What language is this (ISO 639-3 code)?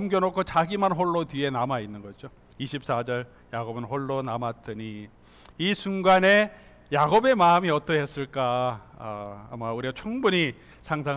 kor